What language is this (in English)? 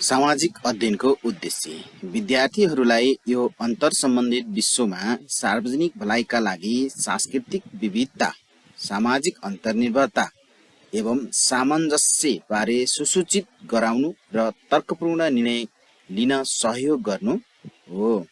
Nepali